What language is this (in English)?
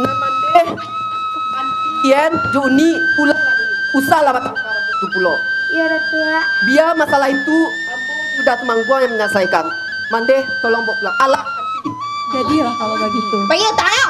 Minangkabau